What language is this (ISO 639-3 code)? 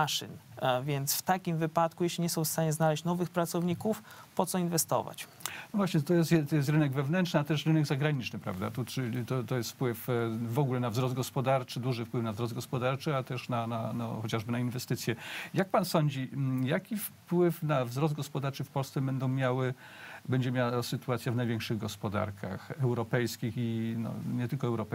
pol